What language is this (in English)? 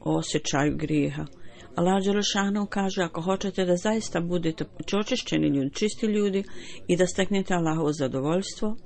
Bosnian